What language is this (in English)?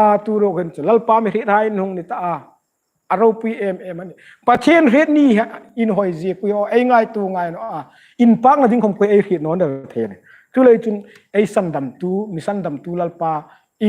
Hmar